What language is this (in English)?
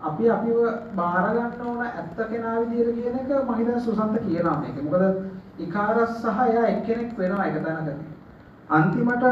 Sinhala